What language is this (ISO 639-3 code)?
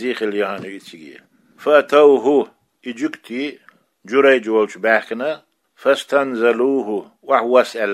che